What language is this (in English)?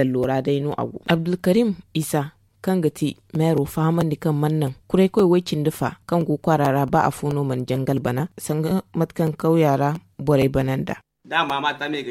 Zarma